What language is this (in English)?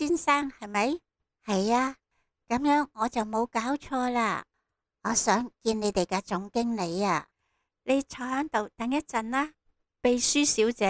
Cantonese